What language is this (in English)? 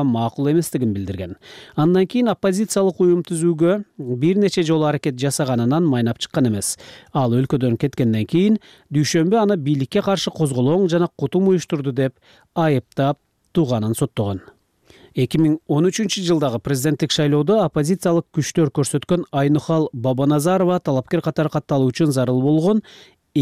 Kyrgyz